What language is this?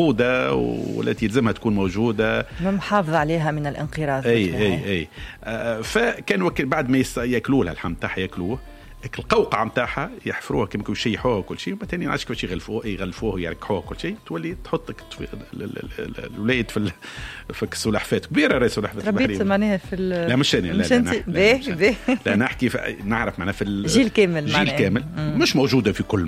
Tunisian Arabic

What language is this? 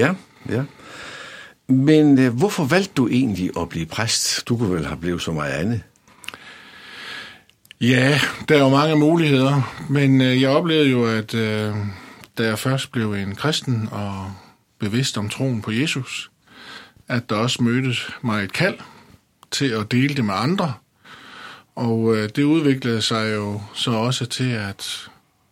Danish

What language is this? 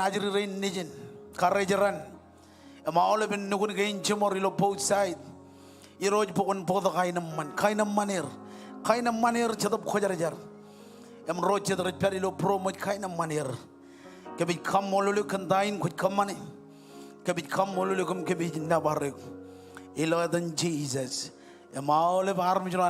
Marshallese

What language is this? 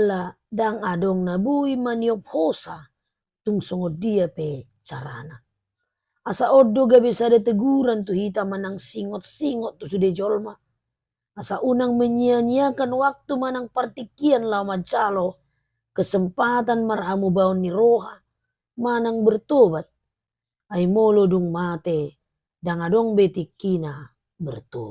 Batak Toba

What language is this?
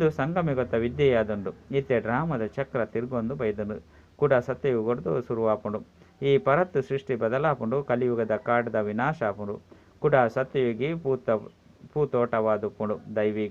Tulu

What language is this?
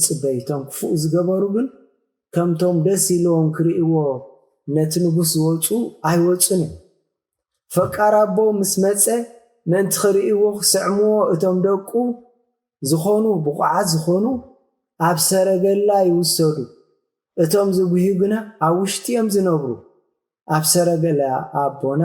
Tigrinya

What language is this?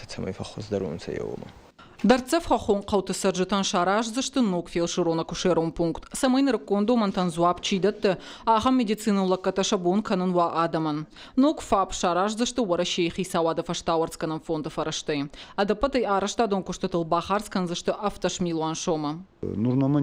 Ossetic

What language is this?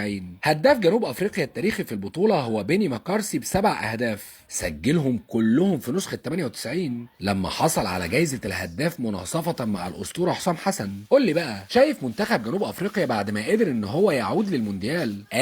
Egyptian Arabic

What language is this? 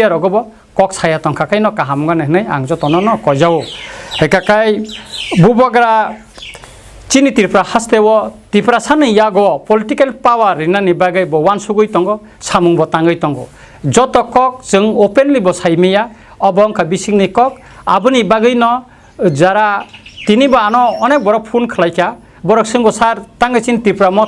Kok Borok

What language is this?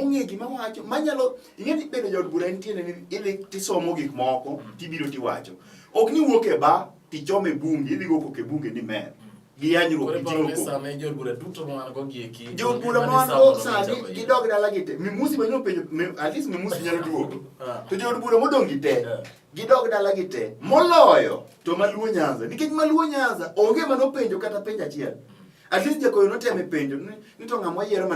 Luo (Kenya and Tanzania)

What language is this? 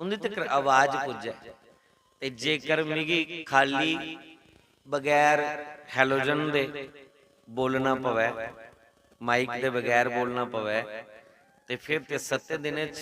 Dogri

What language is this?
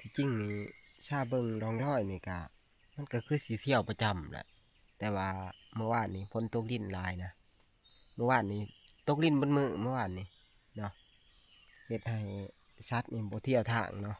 Northeastern Thai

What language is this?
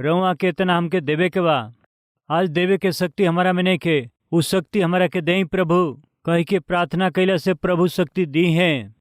Bhojpuri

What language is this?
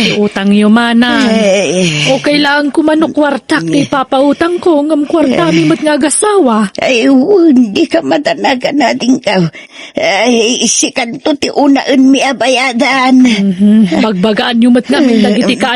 Iloko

